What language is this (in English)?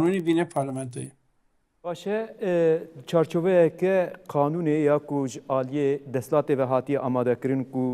Kurdish